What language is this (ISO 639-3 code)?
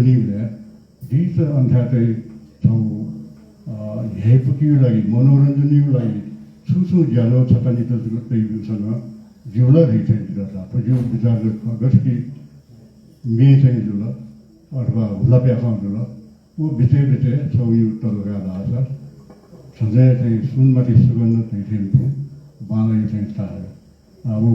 new